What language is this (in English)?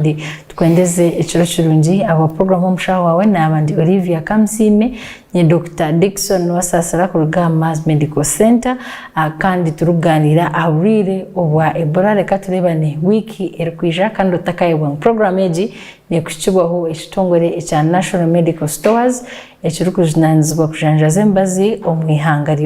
Nyankole